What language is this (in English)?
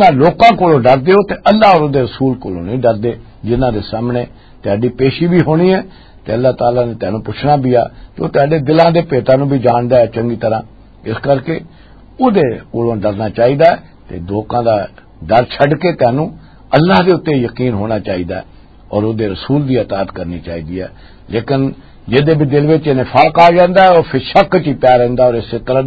Western Panjabi